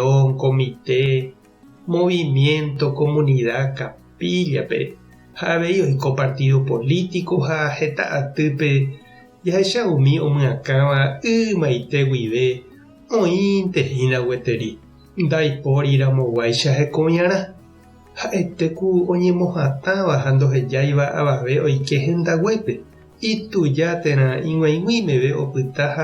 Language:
Guarani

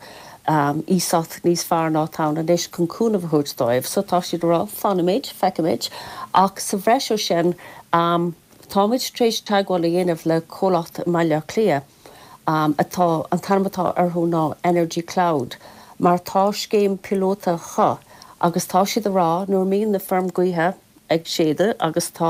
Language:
Irish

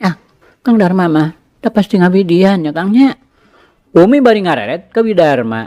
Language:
Sundanese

